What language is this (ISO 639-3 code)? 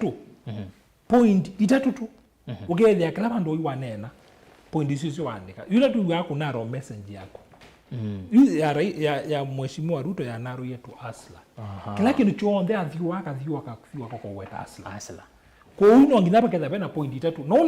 kam